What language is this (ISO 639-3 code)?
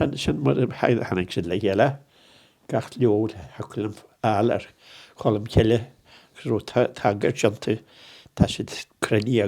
gle